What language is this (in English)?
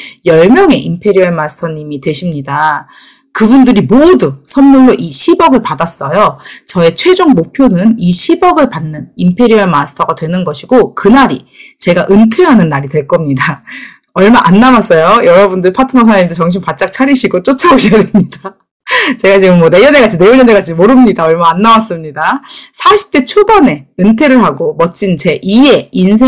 Korean